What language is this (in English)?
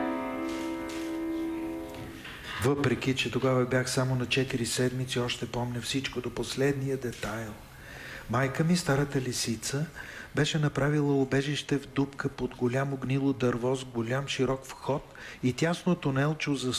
Bulgarian